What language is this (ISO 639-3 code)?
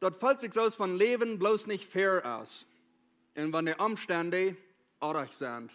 pdt